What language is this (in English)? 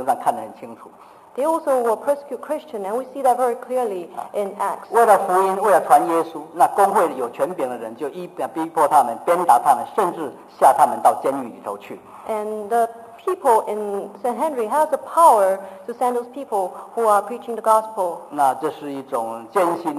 Chinese